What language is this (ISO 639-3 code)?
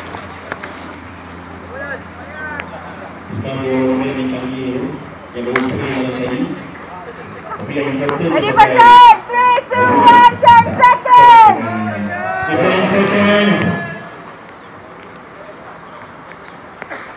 msa